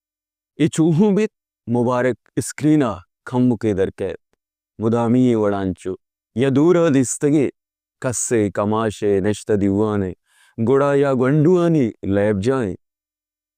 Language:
Baluchi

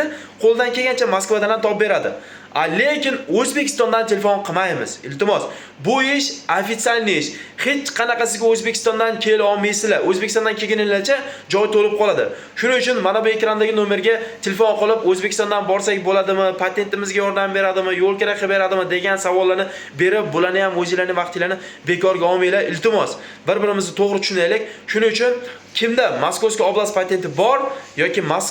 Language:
Uzbek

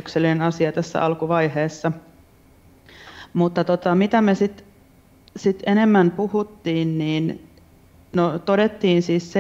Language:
Finnish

